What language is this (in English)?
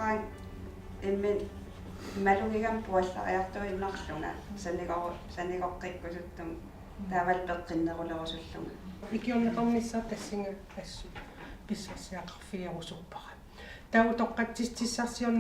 Kalaallisut